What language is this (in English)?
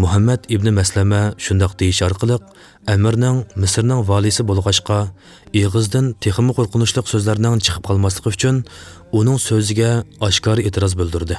Uyghur